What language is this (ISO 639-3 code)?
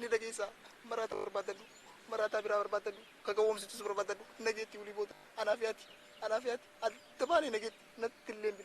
orm